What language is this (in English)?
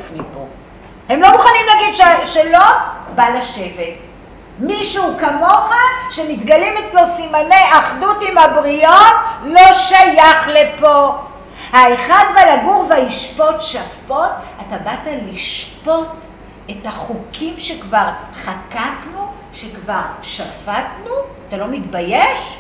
Hebrew